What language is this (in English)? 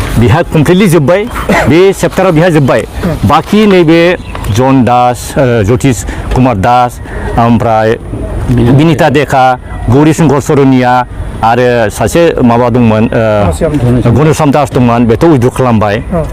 Bodo